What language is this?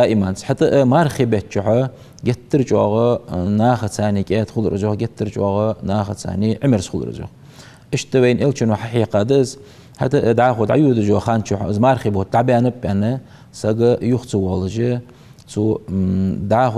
Ingush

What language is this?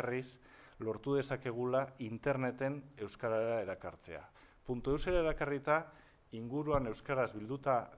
Basque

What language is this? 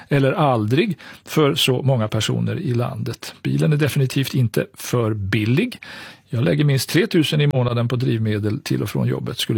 Swedish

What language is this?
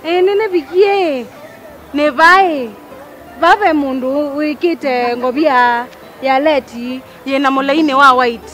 Kamba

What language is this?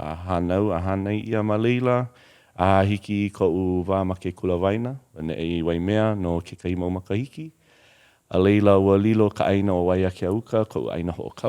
Hawaiian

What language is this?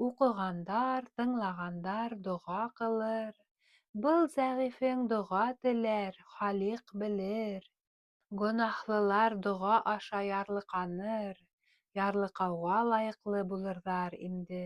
Bashkir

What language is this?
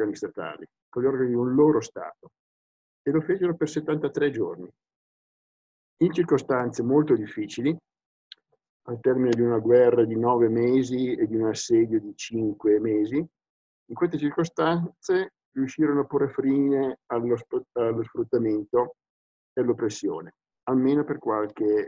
Italian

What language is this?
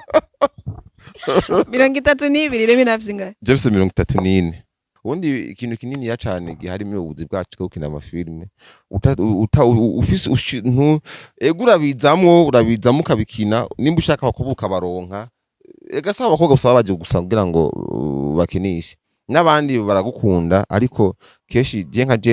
Rundi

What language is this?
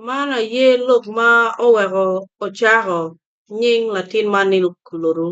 Acoli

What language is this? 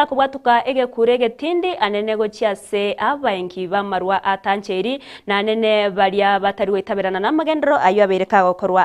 Gusii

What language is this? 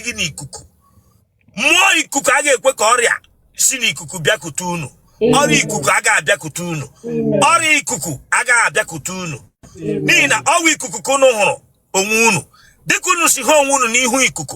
Igbo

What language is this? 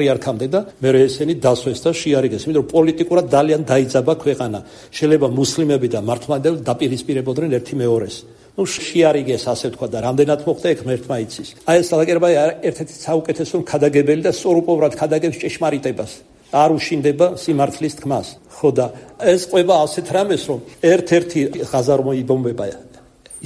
Georgian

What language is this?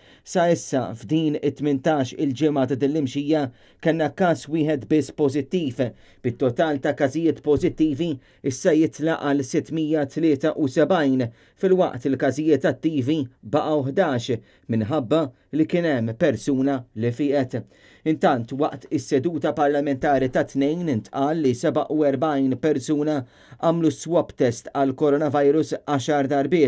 Maltese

